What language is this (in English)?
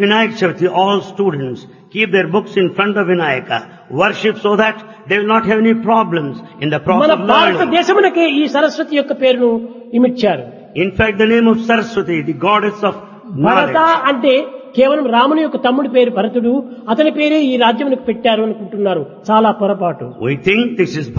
Telugu